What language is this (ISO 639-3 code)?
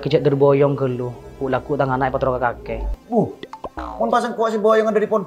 mad